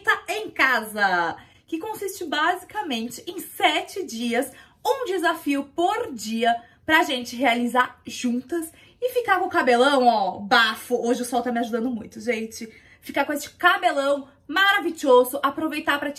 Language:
Portuguese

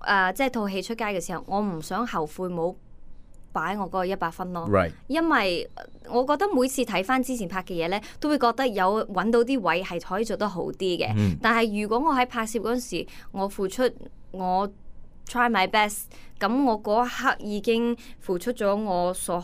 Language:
Cantonese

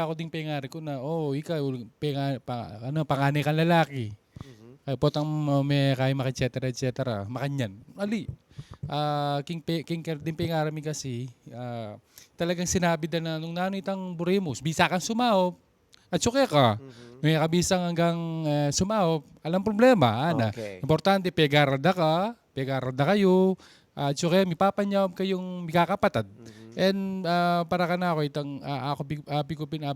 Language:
Pampanga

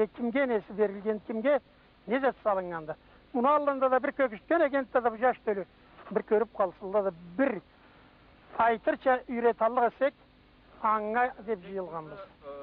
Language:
Karachay-Balkar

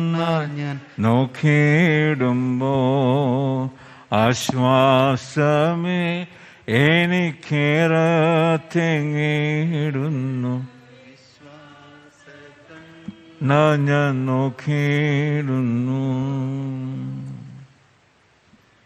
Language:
Malayalam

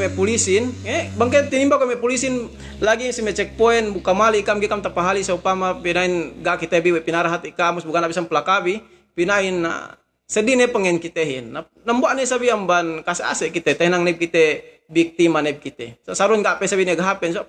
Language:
Yakan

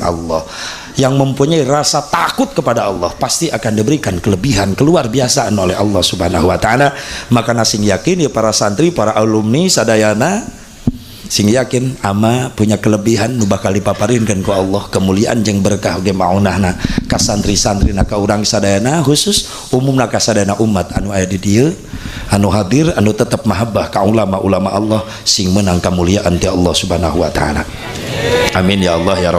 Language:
Sundanese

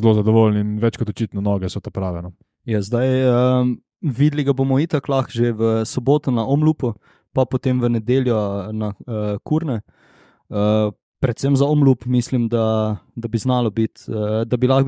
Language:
Slovenian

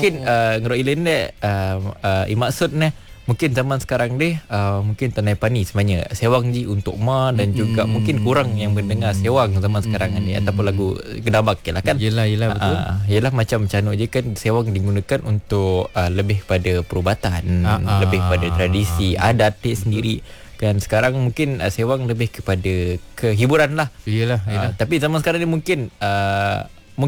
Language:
Malay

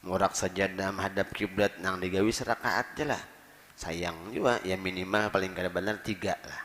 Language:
Banjar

